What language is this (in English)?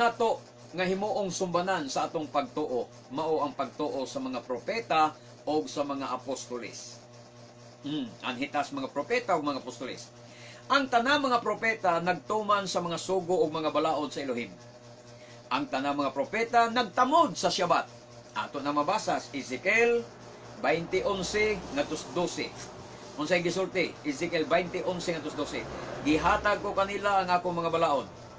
Cebuano